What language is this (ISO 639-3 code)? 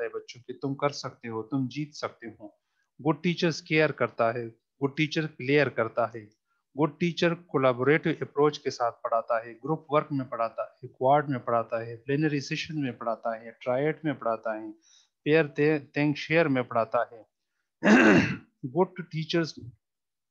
urd